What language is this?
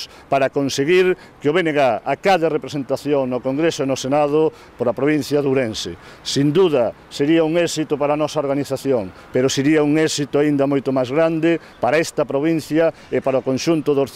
Galician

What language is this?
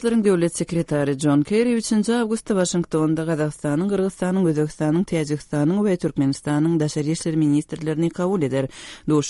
Turkmen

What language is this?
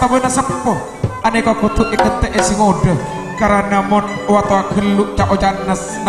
Madurese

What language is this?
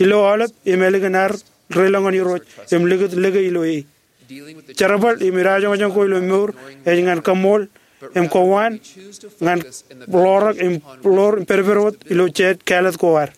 Marshallese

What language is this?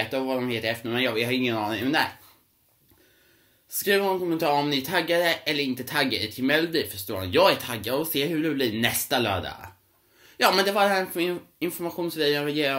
Swedish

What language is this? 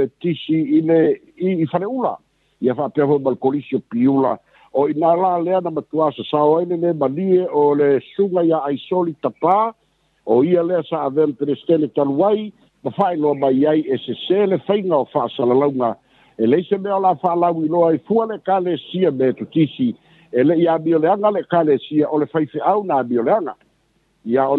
Samoan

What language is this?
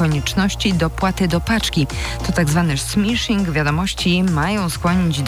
Polish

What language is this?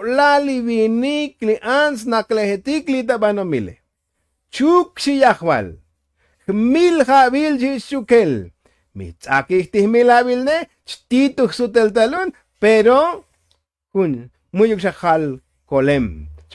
Tzotzil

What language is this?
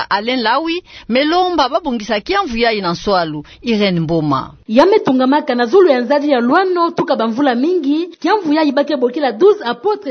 Kituba (Democratic Republic of Congo)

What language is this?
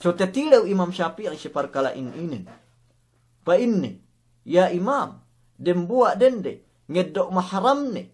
Yakan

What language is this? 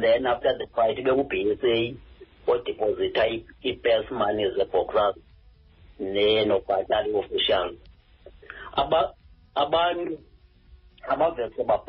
Xhosa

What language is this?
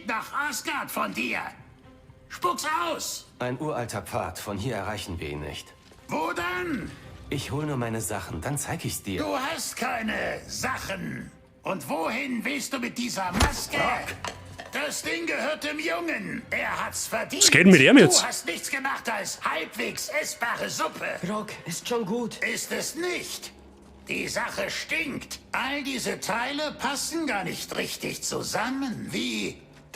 Bavarian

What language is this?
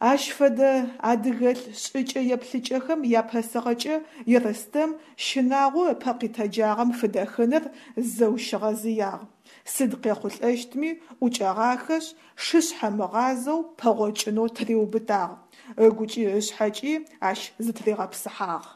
Adyghe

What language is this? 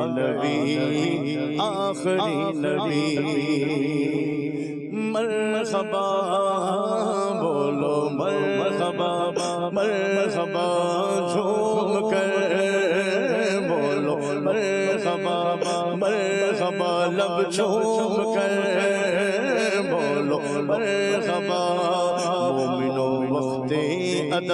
Urdu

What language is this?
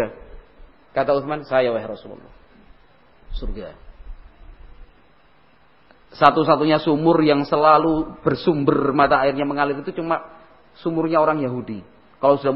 Indonesian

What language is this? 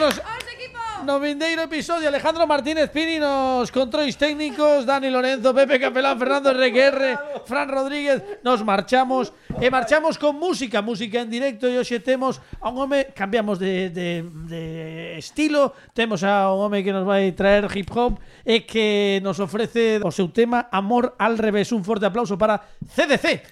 Galician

